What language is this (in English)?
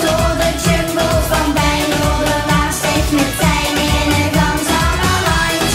Limburgish